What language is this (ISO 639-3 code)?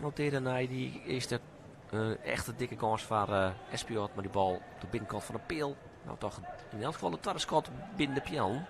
fry